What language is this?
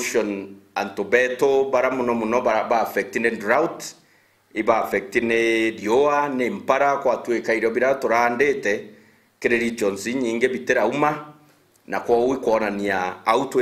Meru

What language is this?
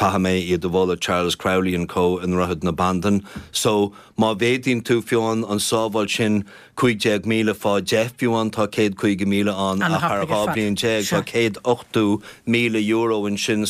Irish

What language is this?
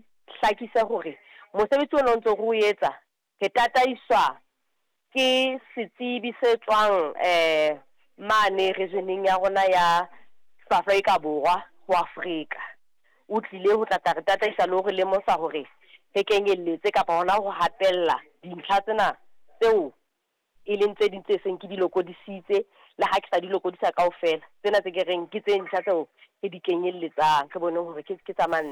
Southern Sotho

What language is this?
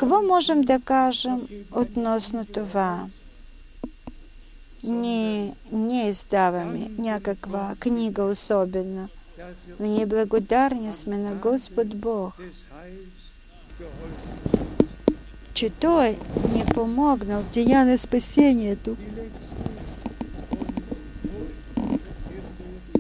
Bulgarian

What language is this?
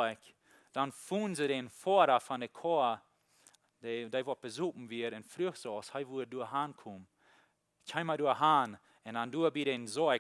Plautdietsch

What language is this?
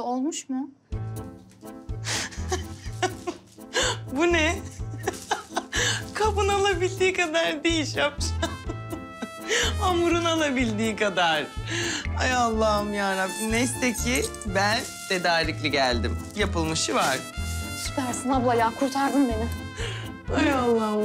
Turkish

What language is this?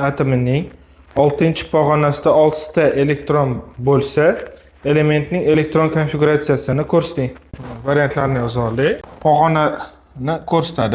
Uzbek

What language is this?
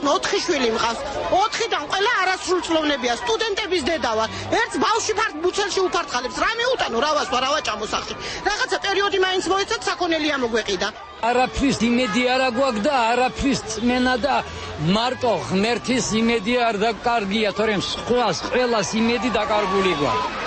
Georgian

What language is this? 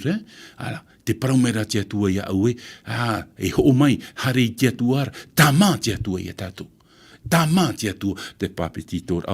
Tahitian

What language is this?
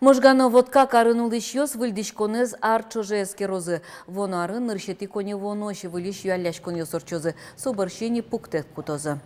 Udmurt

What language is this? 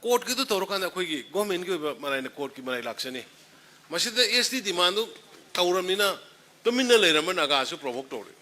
Manipuri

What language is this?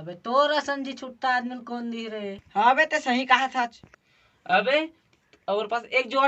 Chhattisgarhi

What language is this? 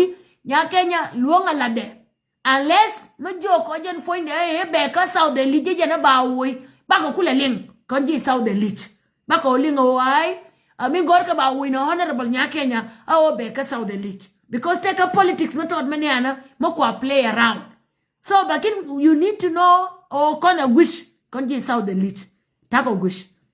Nuer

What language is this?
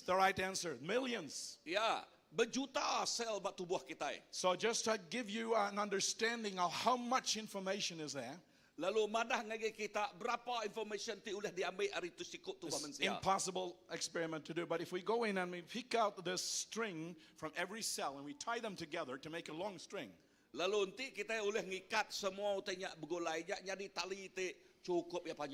Iban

